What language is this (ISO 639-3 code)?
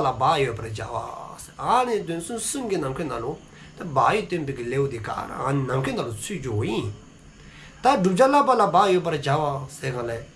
dzo